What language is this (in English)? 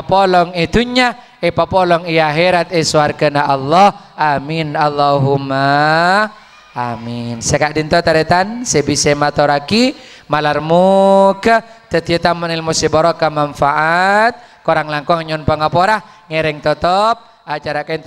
Madurese